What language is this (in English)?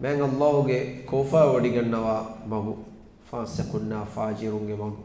Divehi